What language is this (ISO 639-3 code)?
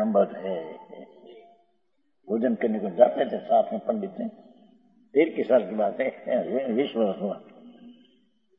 hin